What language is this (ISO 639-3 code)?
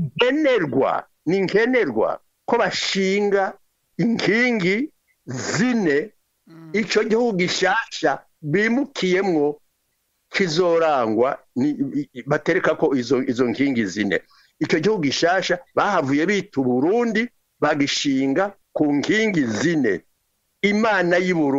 run